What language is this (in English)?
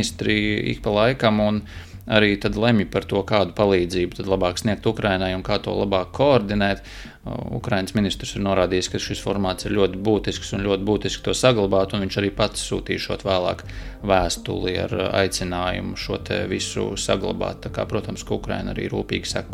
Latvian